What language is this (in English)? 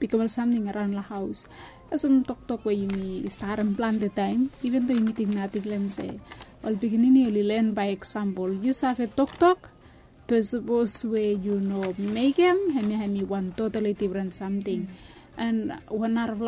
Bislama